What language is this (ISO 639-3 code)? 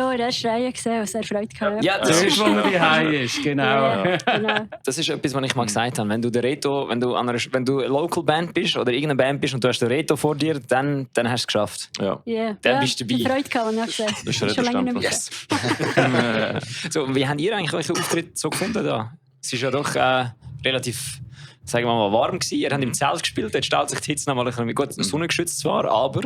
gsw